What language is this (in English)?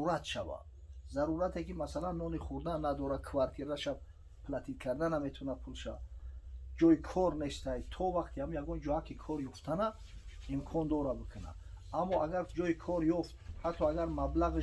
Tajik